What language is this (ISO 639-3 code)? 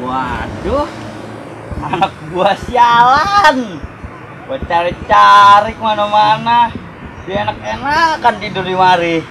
bew